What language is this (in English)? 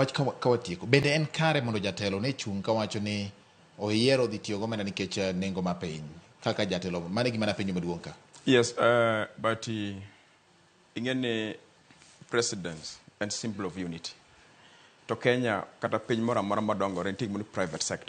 Luo (Kenya and Tanzania)